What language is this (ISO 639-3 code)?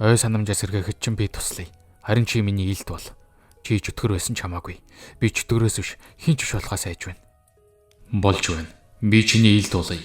mon